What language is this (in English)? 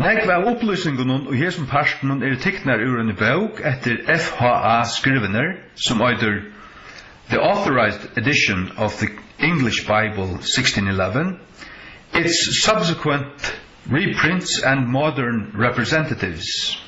Faroese